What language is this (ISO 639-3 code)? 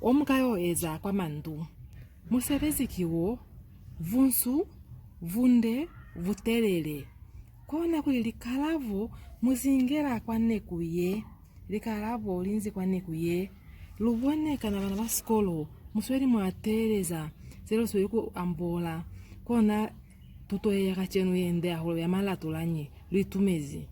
loz